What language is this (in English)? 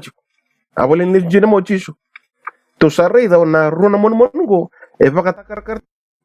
Fijian